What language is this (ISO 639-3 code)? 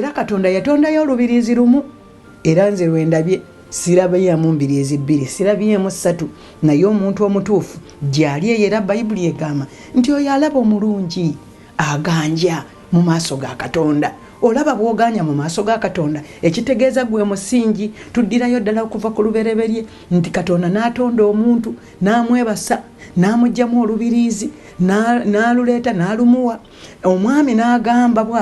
lug